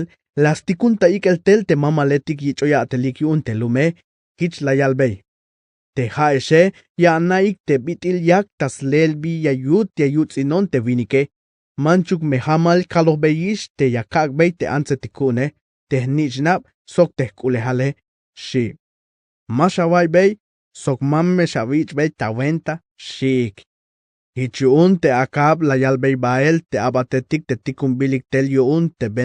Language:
Tzeltal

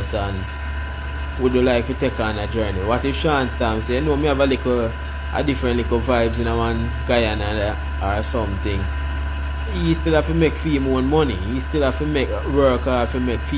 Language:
Jamaican Creole English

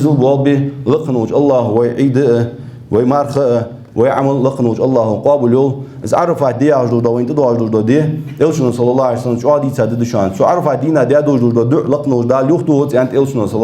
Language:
Ingush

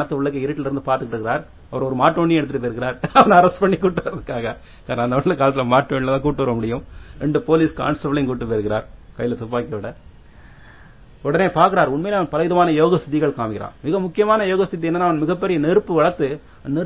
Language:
Tamil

